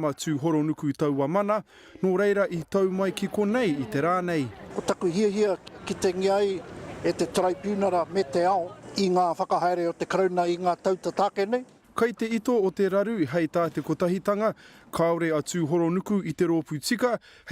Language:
Māori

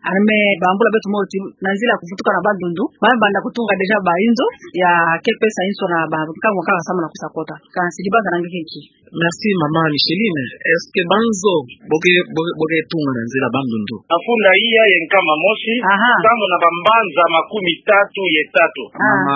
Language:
Kituba (Democratic Republic of Congo)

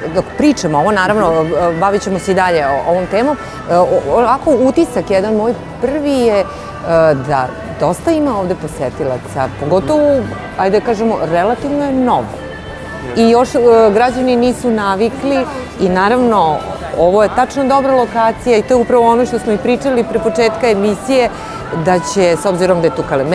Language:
Serbian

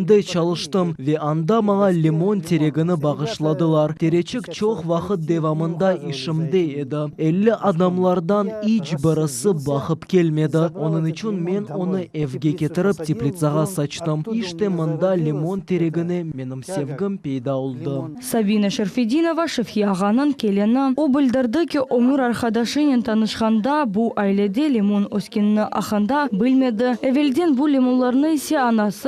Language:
Crimean Tatar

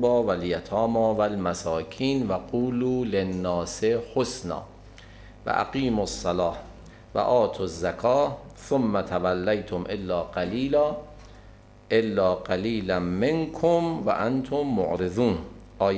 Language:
Persian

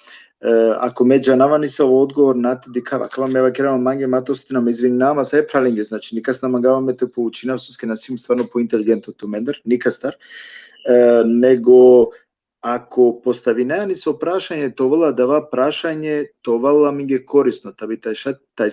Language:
Balkan Romani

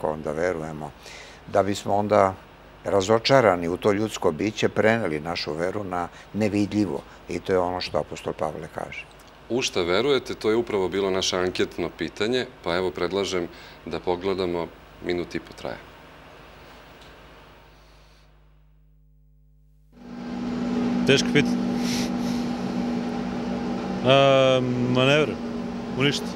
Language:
Serbian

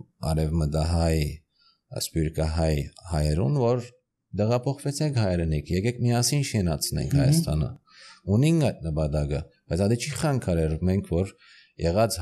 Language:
Armenian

